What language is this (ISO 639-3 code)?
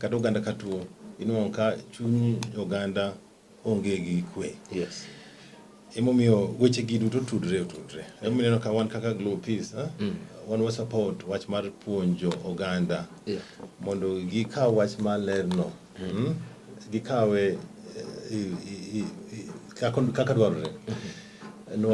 luo